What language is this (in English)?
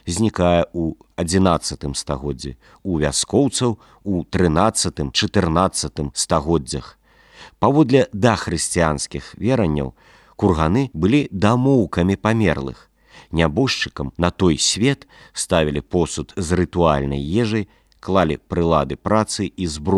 Belarusian